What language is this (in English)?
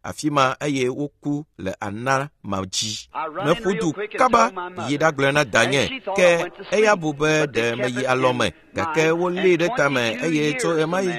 Ewe